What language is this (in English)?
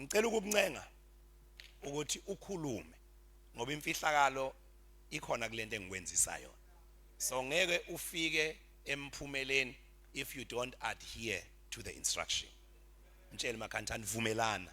Zulu